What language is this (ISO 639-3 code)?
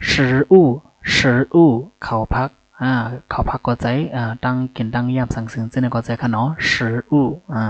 shn